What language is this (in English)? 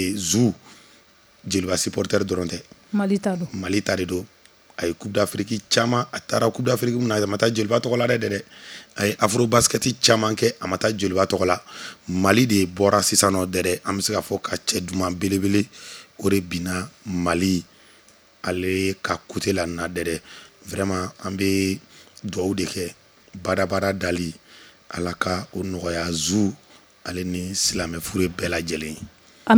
Bambara